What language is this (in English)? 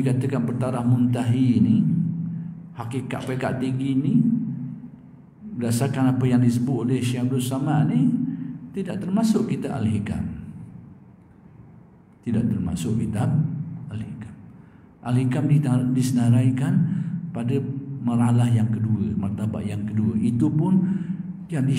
Malay